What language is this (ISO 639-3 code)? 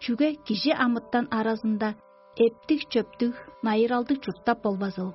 tyv